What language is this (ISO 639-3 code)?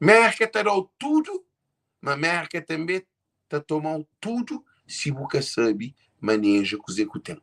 kea